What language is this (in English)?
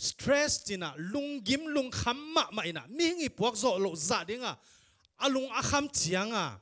Tedim Chin